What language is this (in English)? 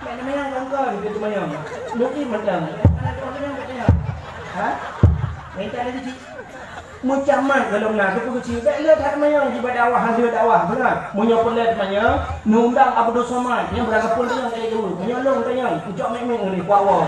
Achinese